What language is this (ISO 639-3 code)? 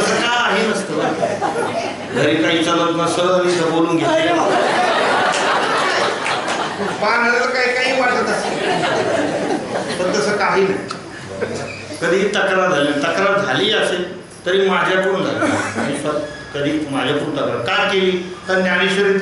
mar